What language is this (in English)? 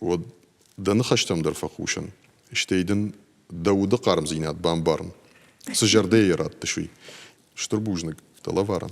Ossetic